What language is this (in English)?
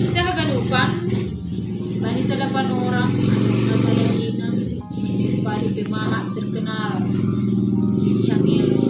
Batak Simalungun